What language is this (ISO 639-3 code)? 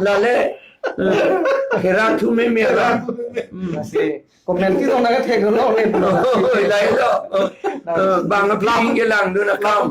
mjw